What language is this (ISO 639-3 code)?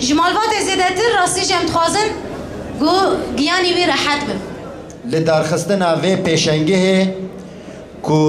kur